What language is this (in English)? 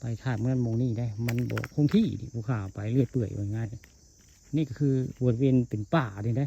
Northeastern Thai